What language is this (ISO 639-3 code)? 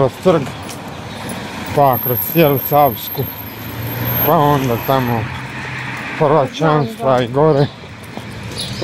hrv